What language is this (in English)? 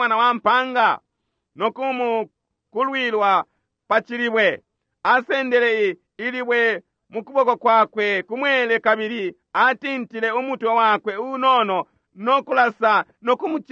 Bemba